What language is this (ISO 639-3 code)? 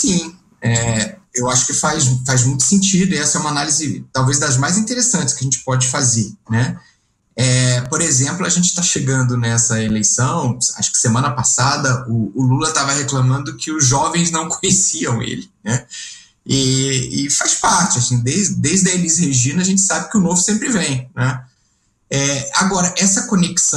por